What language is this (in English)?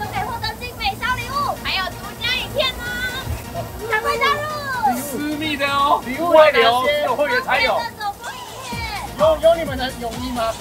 Chinese